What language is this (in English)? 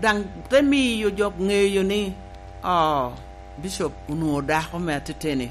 Lango (Uganda)